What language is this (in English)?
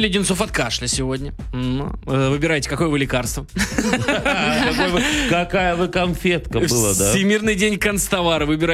Russian